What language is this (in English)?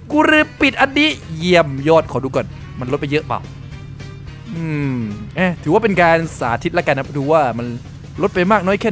Thai